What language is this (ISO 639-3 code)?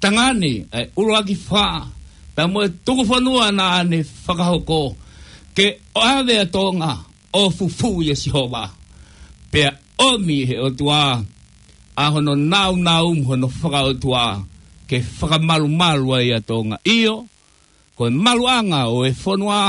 ton